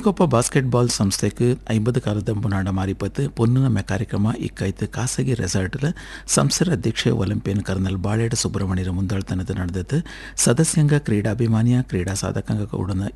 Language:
Kannada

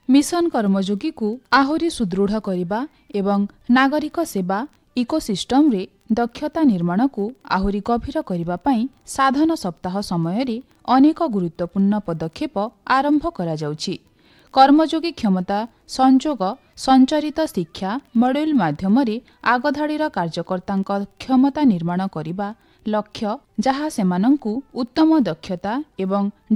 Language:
Odia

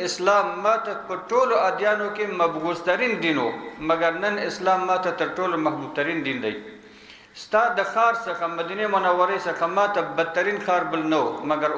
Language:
Pashto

